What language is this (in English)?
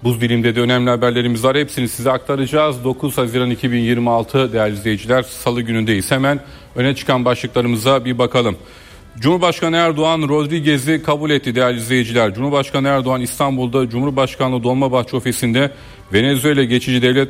Turkish